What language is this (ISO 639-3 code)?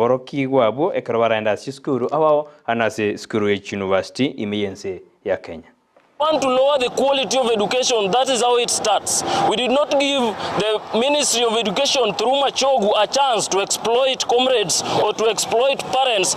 guz